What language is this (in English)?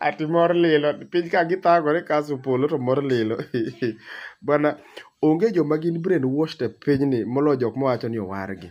Luo (Kenya and Tanzania)